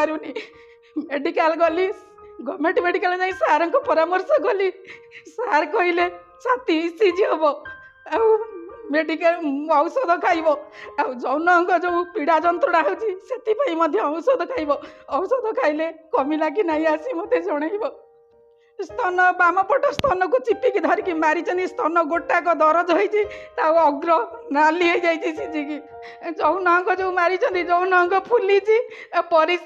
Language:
Odia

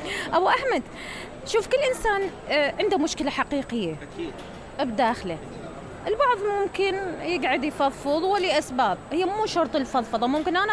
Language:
Mesopotamian Arabic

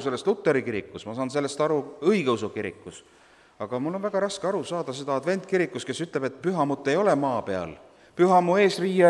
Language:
Estonian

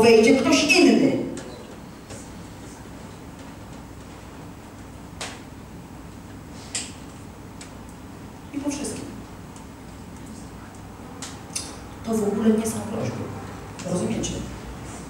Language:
Polish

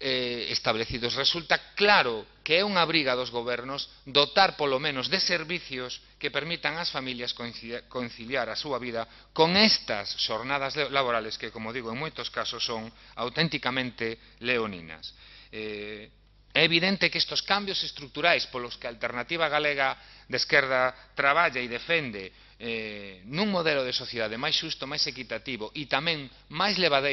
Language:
Galician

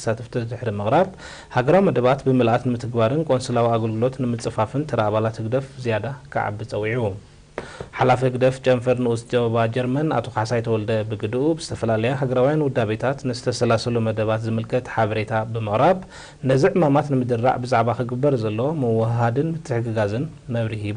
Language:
Tigrinya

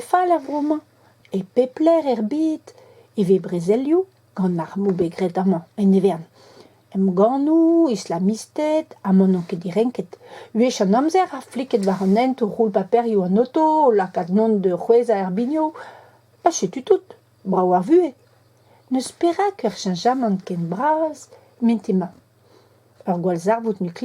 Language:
Breton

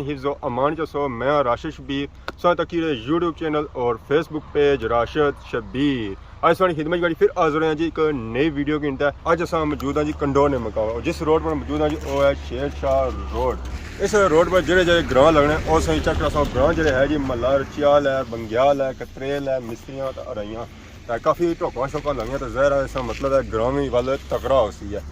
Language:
Pahari-Potwari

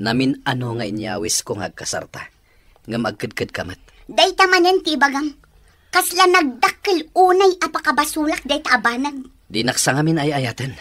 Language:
Iloko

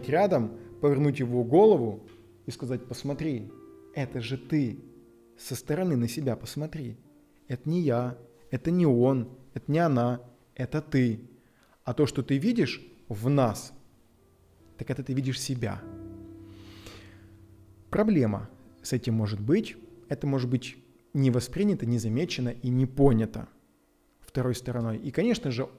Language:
Russian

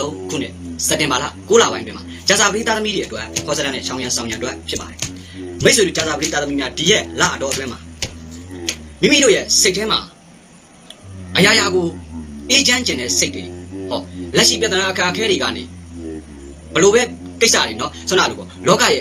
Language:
Burmese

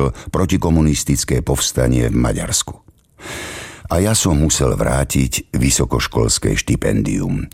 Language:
Slovak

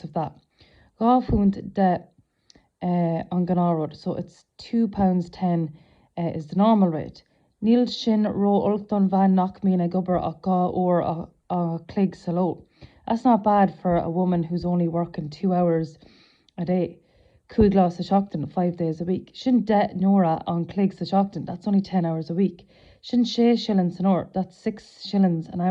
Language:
Irish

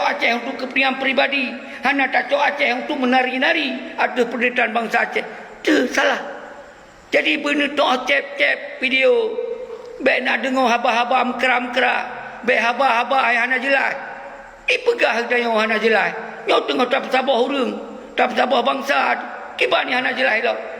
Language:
Achinese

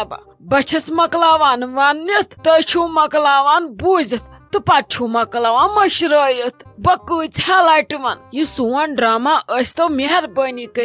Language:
Kashmiri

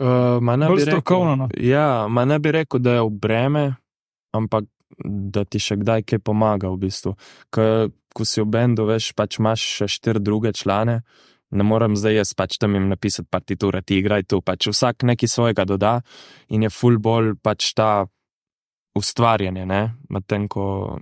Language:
Slovenian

